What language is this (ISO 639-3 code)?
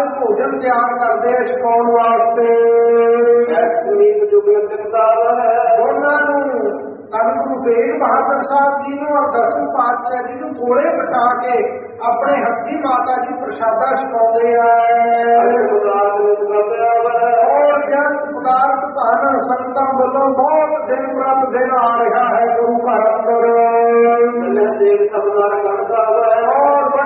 pan